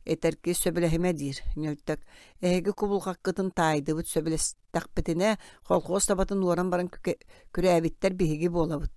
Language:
Yakut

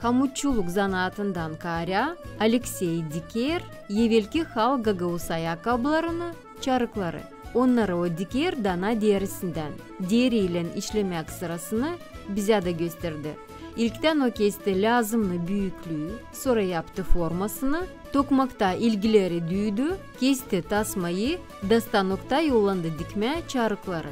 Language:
Gagauz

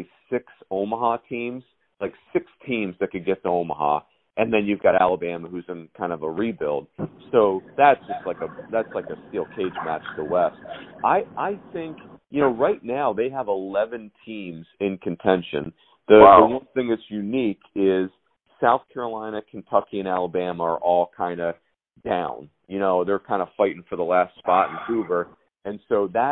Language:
English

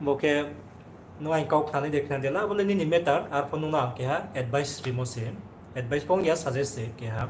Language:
Riang (India)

